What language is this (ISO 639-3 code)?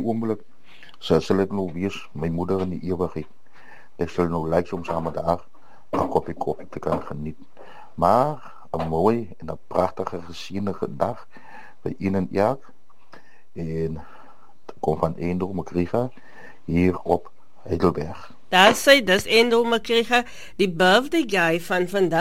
afr